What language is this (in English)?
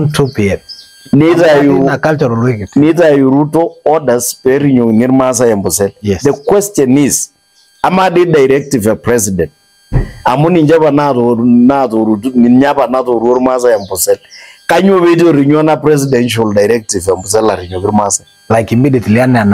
Masai